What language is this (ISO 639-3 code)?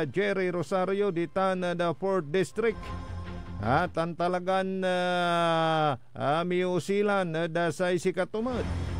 pag